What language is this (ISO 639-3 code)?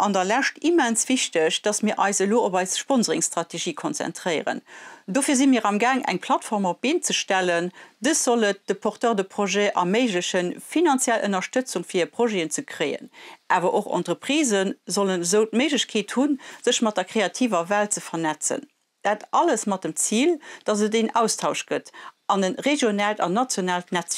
ltz